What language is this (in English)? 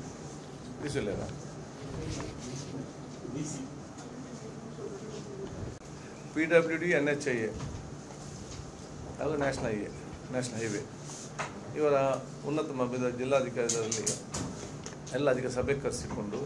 Kannada